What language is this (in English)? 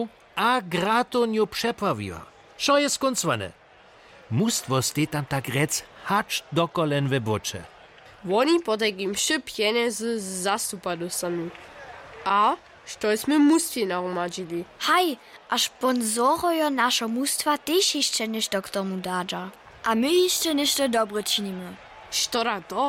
Upper Sorbian